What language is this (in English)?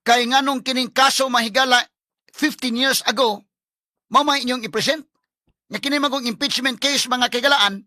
Cebuano